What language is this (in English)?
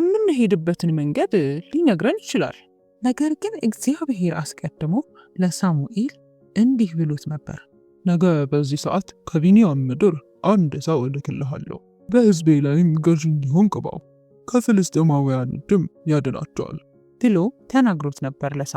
Amharic